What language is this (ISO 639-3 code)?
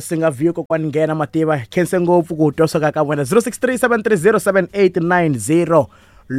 tso